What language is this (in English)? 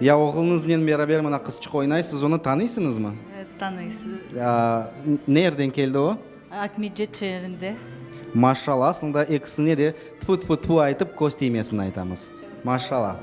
Crimean Tatar